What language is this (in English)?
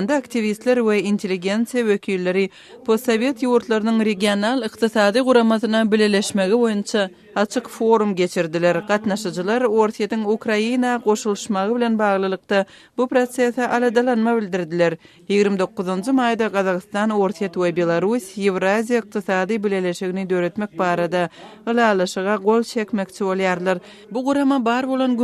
Turkmen